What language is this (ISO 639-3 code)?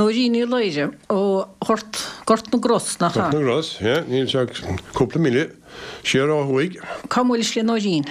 gle